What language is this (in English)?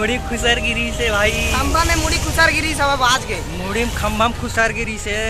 Chhattisgarhi